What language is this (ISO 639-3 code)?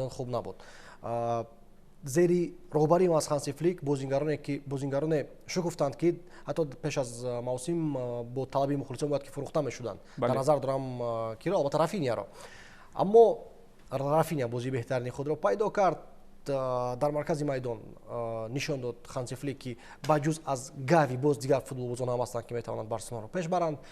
tgk